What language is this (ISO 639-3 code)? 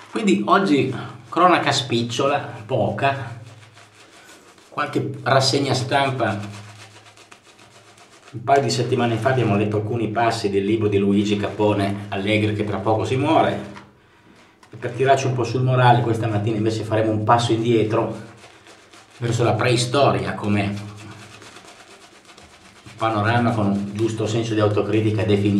ita